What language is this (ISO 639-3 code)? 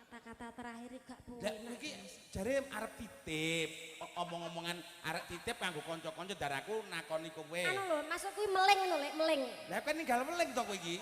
jav